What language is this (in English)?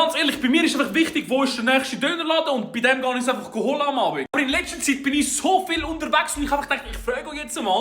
Swiss German